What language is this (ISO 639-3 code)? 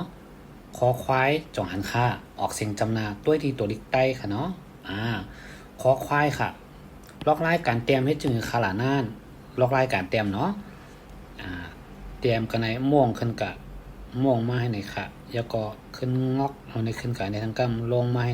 shn